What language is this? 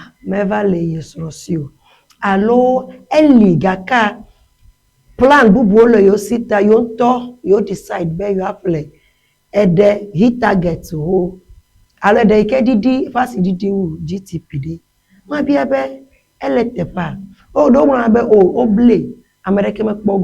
Ewe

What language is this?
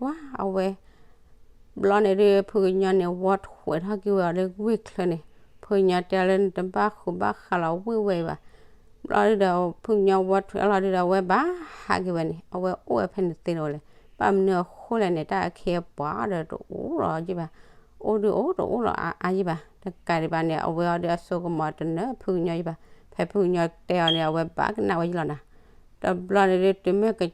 S'gaw Karen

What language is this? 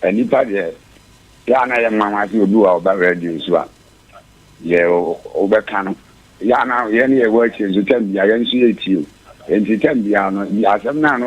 Akan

